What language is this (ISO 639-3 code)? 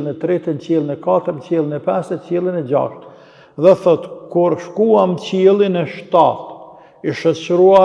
sqi